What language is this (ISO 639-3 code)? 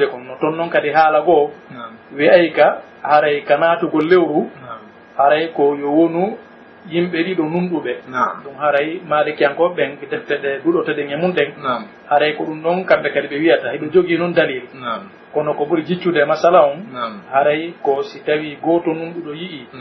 fuf